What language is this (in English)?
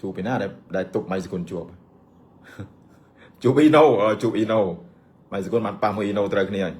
Khmer